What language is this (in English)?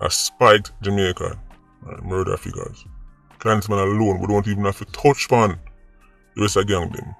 Jamaican Creole English